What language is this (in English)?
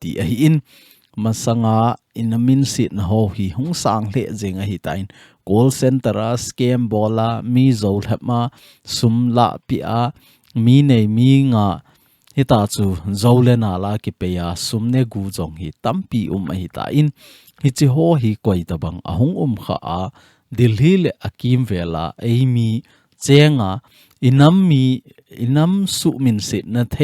Thado Chin